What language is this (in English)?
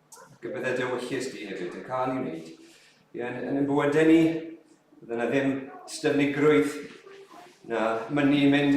Welsh